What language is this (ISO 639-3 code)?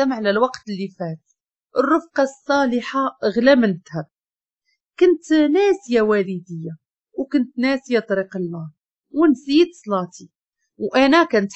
ary